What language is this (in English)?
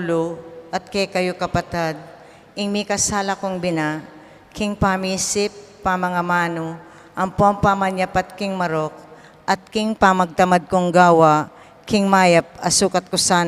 Pampanga